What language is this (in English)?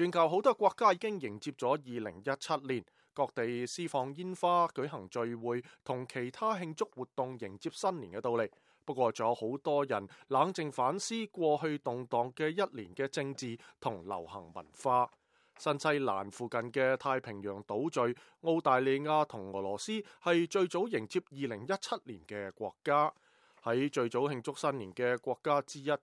Cantonese